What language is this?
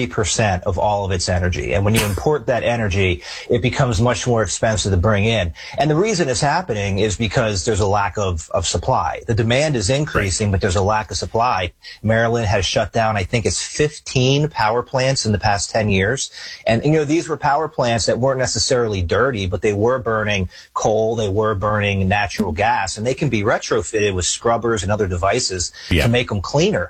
English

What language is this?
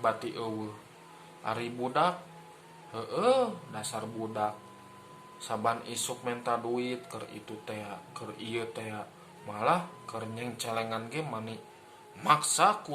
Sundanese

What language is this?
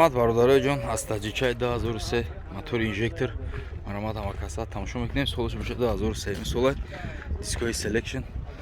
Tajik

